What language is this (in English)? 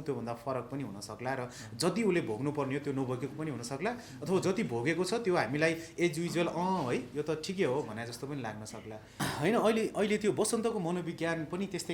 Nepali